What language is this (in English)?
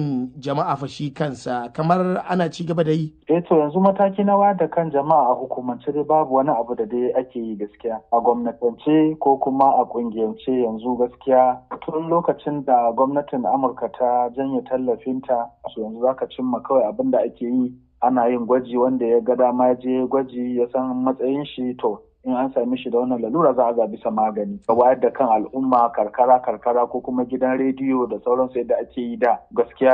Hausa